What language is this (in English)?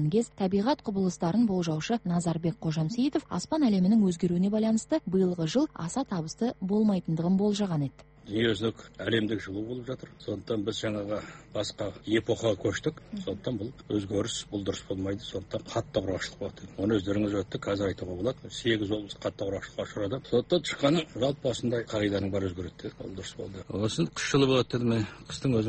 Kazakh